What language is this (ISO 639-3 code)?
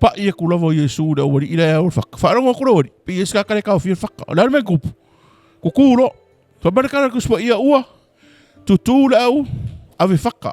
smo